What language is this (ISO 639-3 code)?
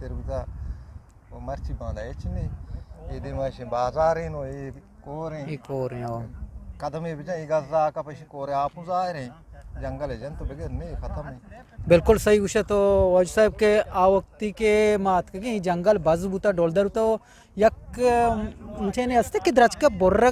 bgp